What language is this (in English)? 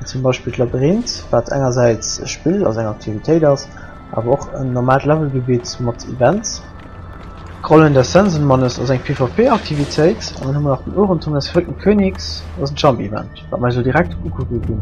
Luxembourgish